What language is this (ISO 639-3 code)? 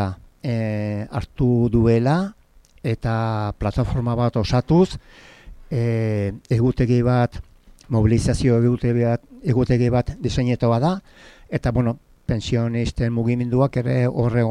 eus